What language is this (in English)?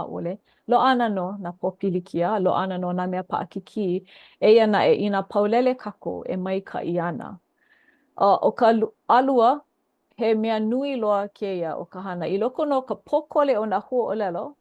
Hawaiian